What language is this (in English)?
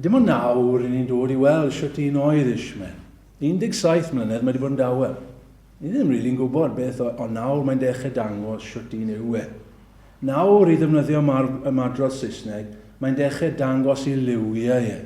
Welsh